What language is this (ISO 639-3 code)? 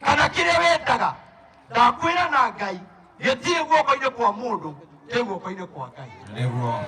kik